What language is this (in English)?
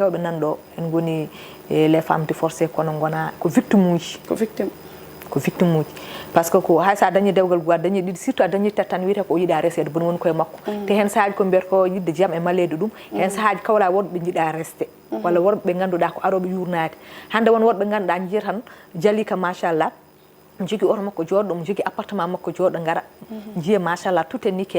Fula